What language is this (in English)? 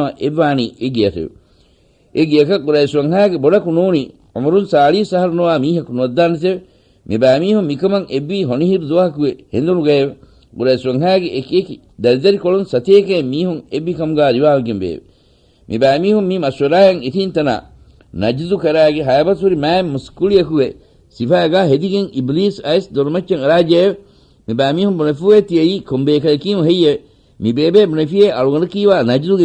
Divehi